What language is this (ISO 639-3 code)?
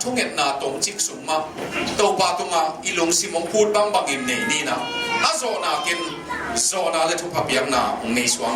ctd